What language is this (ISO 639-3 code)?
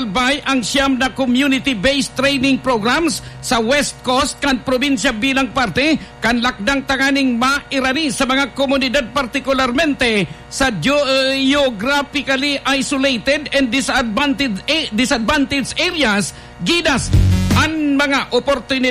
bik